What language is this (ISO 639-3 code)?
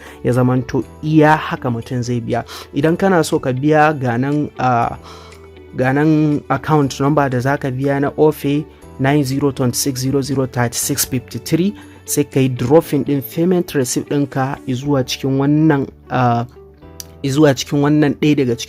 hau